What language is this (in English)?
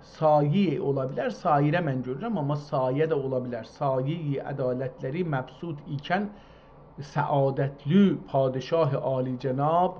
South Azerbaijani